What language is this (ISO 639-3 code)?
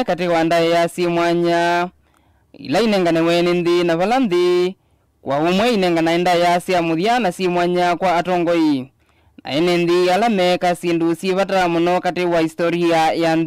kam